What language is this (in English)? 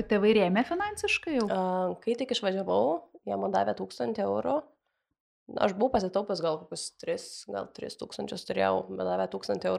Lithuanian